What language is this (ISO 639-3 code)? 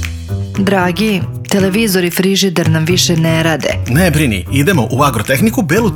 srp